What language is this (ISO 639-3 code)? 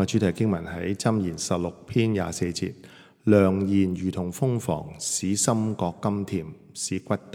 yue